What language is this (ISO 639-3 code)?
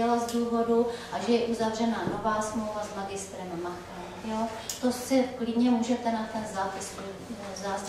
ces